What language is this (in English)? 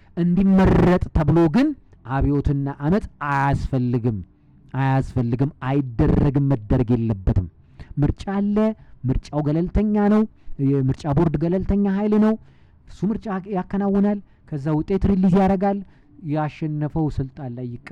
Amharic